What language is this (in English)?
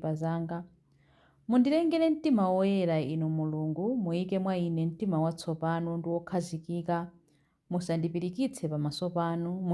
Nyanja